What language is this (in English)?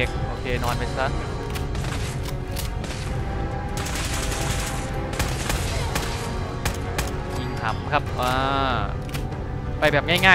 Thai